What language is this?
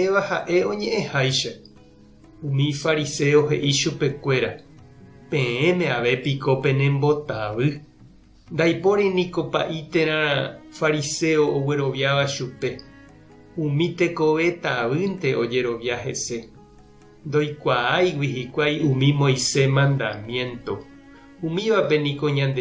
Guarani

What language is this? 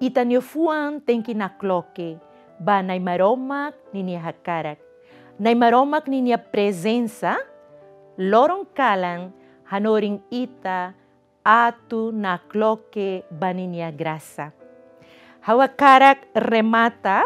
Tetum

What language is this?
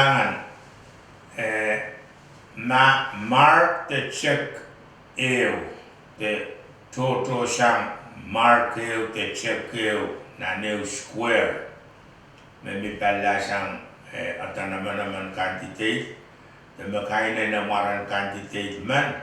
Pohnpeian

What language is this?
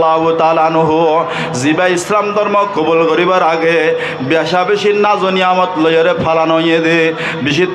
Rohingya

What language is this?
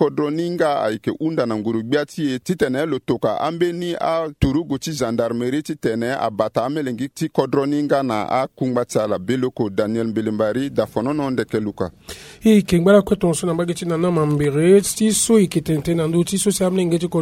Sango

